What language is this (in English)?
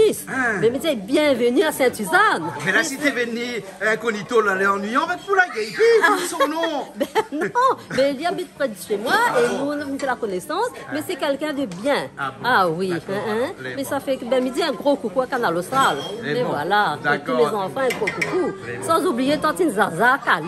Réunion Creole French